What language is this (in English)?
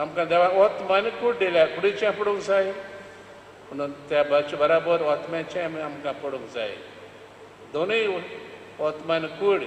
Konkani